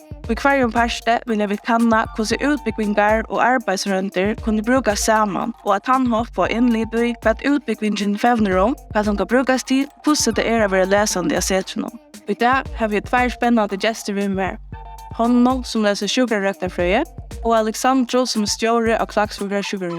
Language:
Faroese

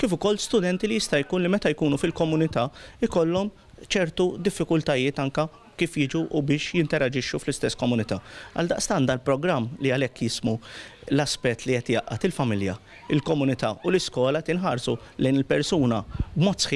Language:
Maltese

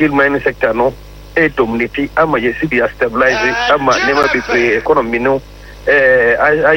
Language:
Akan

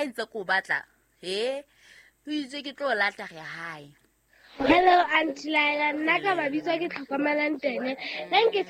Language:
Southern Sotho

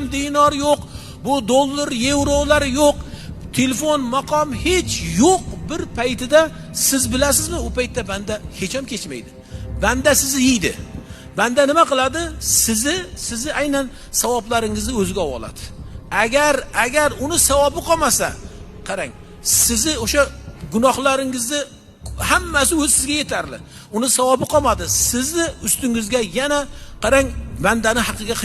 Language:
Uzbek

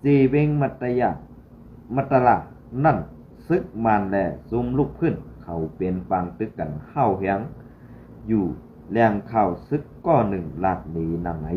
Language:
Shan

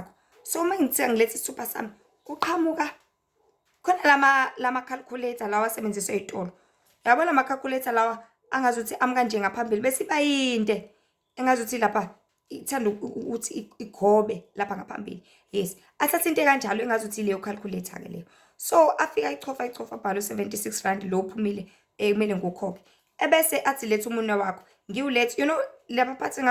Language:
Zulu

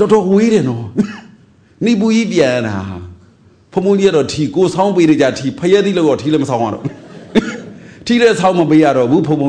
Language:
Burmese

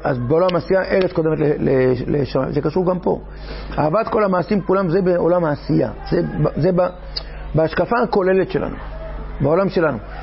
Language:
Hebrew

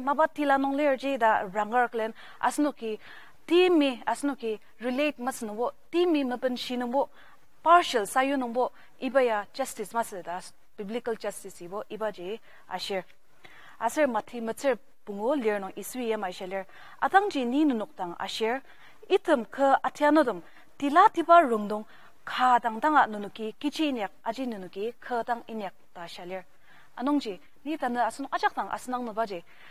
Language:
Ao Naga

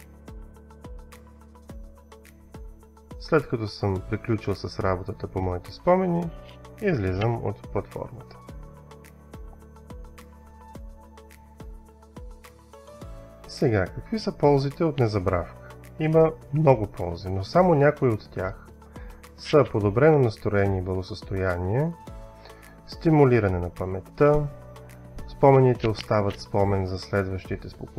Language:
Bulgarian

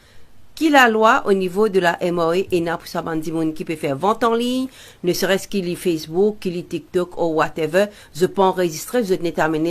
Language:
Morisyen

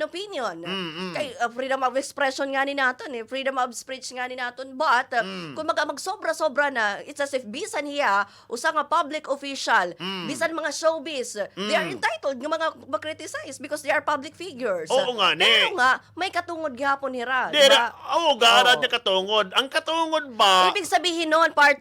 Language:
Waray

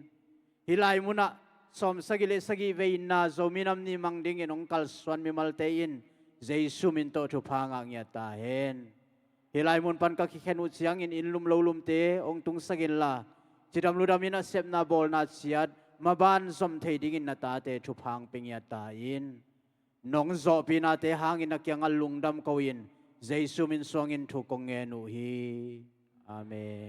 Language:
Tedim Chin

